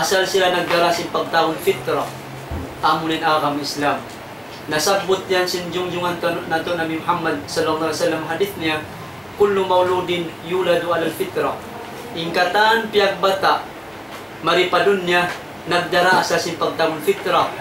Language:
Tausug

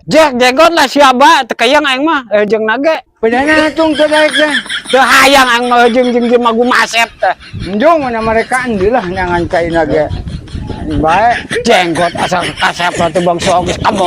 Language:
Sundanese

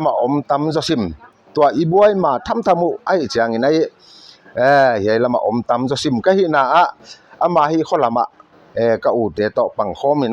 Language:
Paite Chin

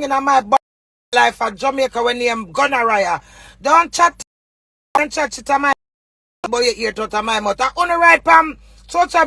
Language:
Jamaican Creole English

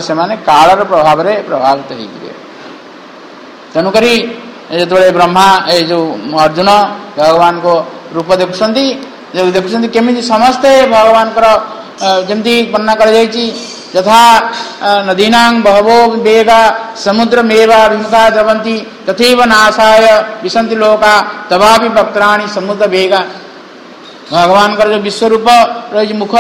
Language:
Odia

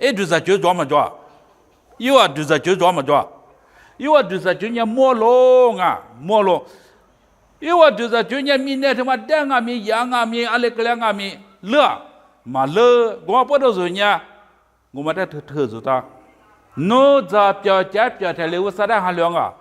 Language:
Lisu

